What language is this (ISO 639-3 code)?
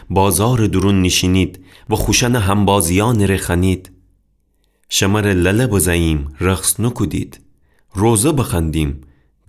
glk